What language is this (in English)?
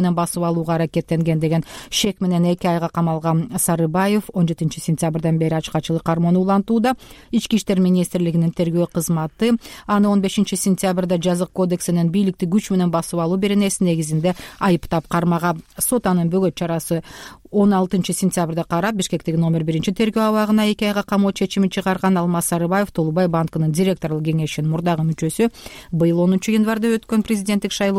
Kyrgyz